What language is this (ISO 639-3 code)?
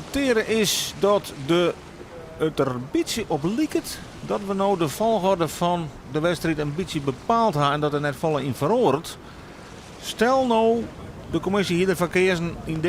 fry